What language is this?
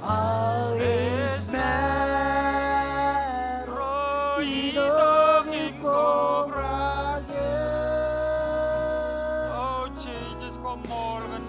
Marshallese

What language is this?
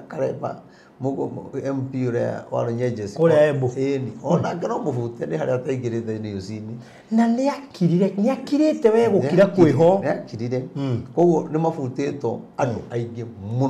Kikuyu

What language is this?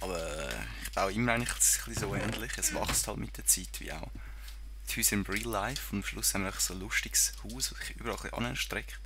Swiss German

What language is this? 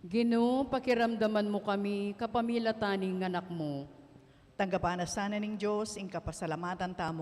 Pampanga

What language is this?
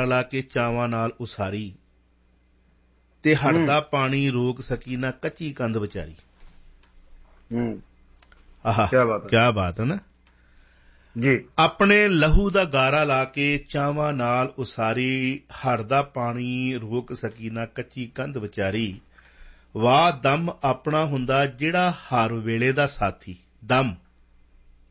Punjabi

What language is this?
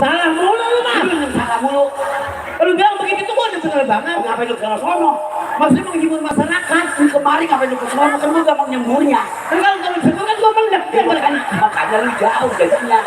Betawi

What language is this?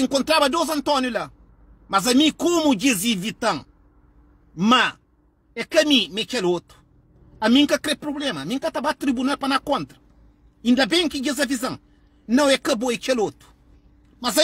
Kabuverdianu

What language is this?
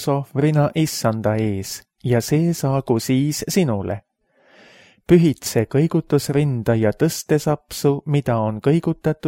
Estonian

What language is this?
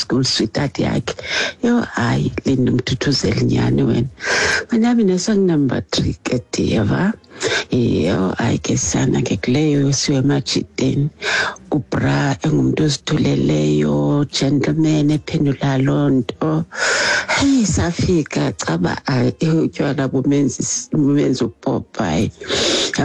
Xhosa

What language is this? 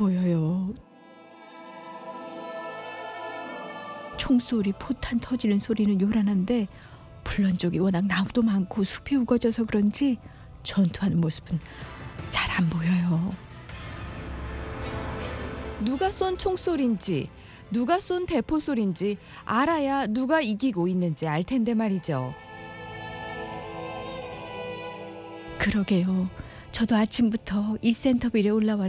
Korean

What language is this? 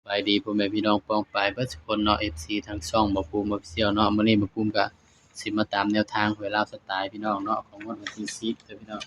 Northeastern Thai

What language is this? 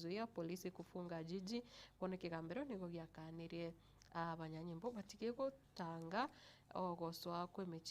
Gusii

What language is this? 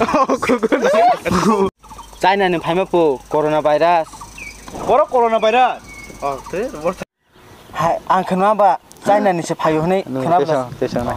Kok Borok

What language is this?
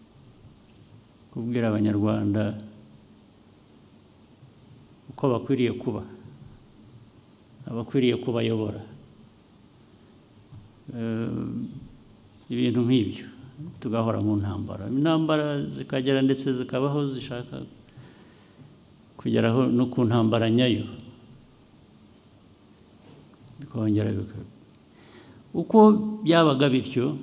Kinyarwanda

